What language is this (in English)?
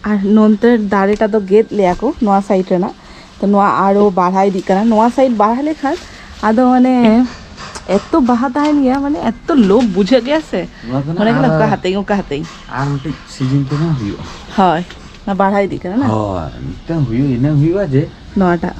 Santali